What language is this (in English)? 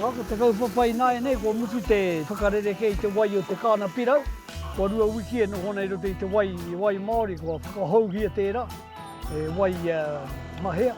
Māori